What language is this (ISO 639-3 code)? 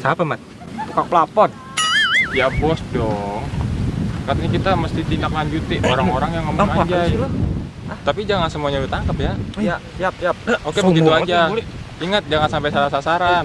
bew